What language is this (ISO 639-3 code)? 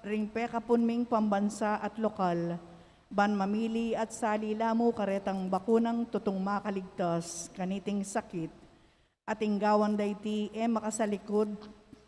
pam